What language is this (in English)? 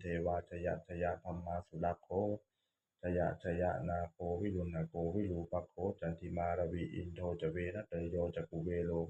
Pali